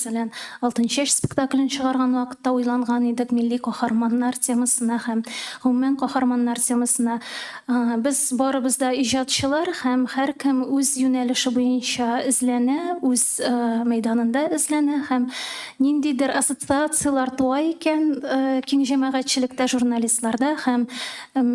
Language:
Tatar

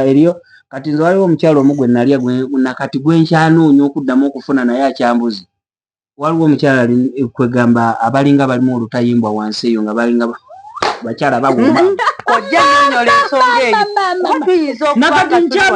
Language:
Ganda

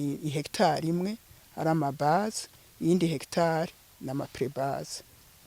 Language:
Rundi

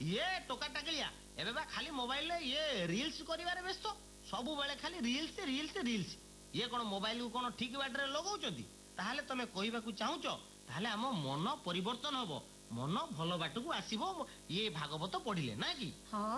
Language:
Odia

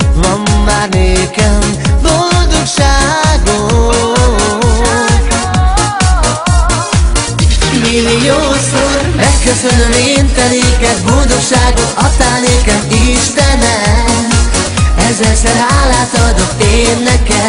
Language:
Hungarian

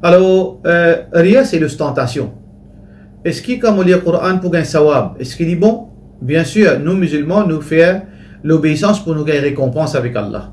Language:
Morisyen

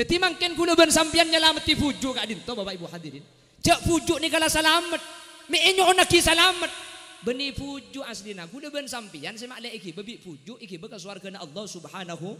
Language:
Madurese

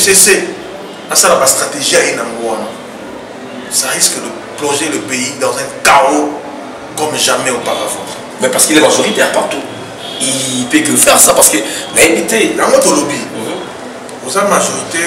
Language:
French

